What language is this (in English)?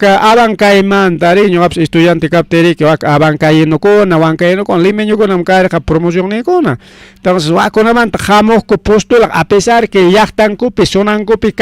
Ayacucho Quechua